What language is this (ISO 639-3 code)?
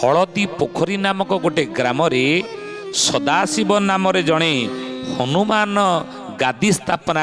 ori